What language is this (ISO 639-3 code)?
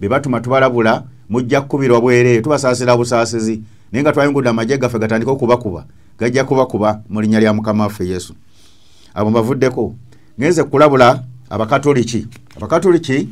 lug